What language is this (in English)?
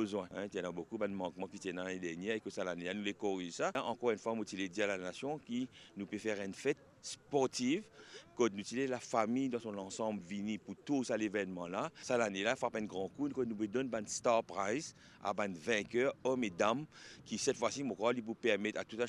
Morisyen